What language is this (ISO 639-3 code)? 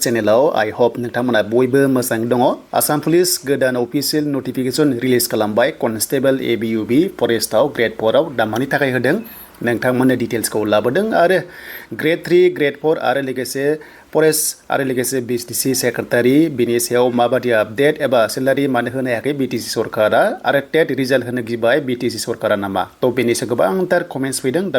brx